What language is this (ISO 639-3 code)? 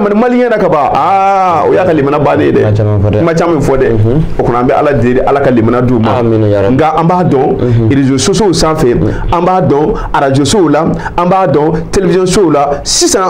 bam